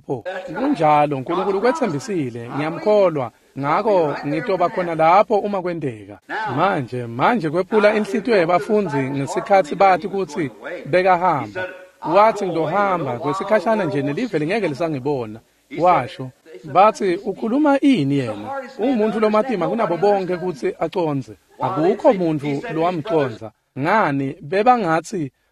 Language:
Swati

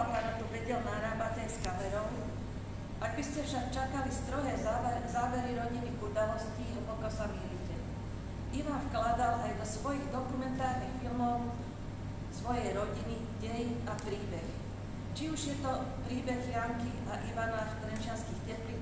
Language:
Slovak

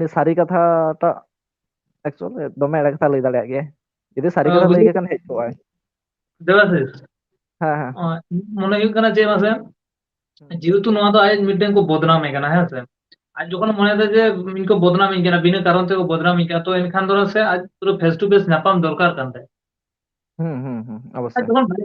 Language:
Santali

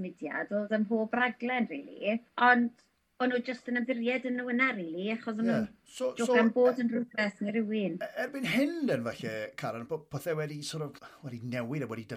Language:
Welsh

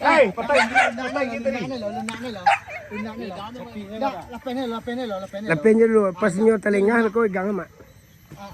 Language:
Minangkabau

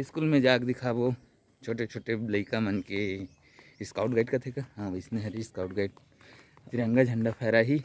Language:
Chhattisgarhi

